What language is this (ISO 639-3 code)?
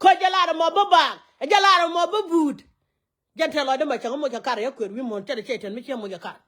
nus